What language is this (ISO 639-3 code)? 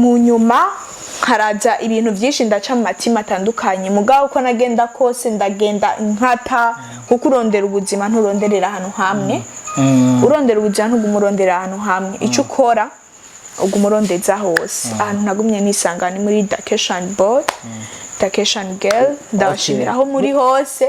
run